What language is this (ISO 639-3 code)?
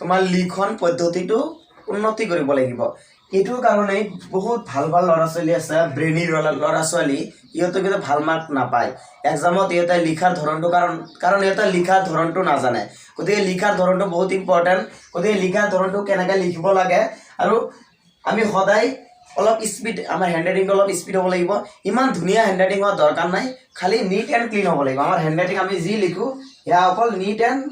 asm